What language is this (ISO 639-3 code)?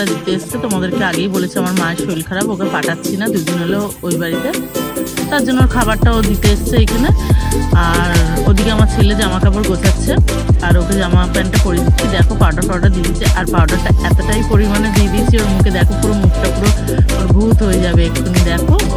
ben